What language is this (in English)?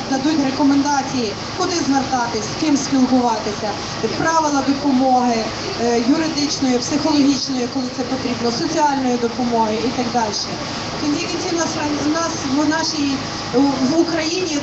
Ukrainian